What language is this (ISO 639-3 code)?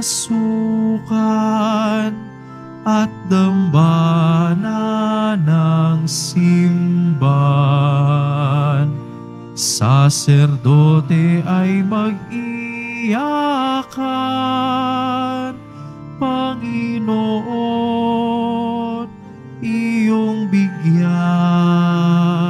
fil